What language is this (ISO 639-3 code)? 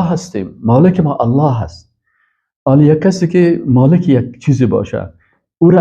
fas